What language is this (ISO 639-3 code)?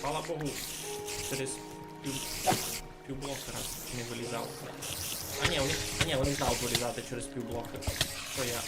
rue